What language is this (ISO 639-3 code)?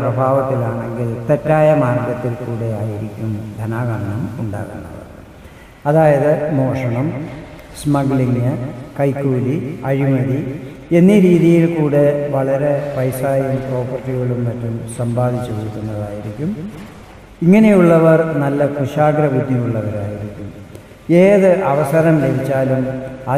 mal